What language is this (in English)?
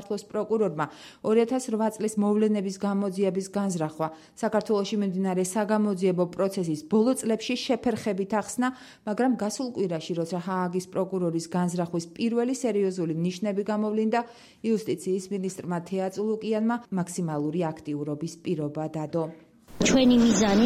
Georgian